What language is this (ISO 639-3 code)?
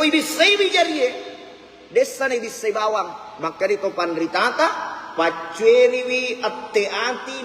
bug